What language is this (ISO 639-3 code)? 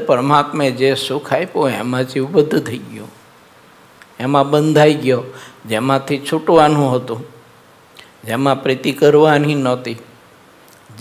guj